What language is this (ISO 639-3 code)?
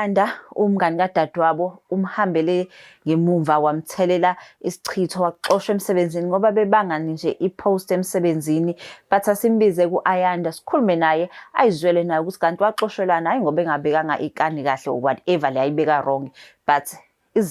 zul